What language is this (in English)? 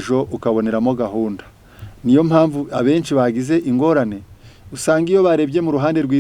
Kinyarwanda